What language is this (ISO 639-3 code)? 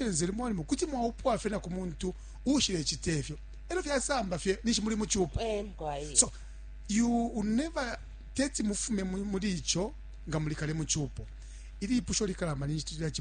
bem